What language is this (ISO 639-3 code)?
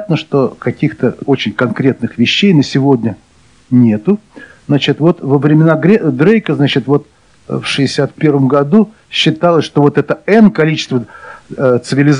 rus